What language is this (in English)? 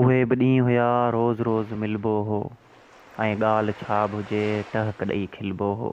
Sindhi